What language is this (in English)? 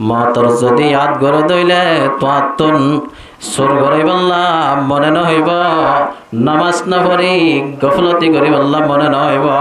Rohingya